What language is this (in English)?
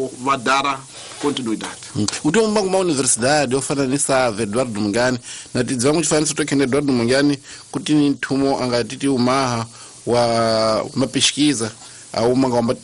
Tsonga